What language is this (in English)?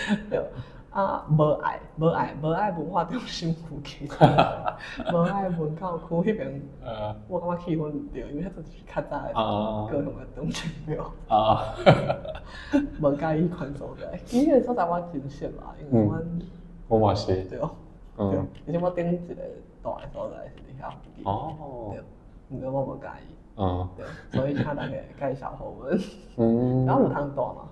Min Nan Chinese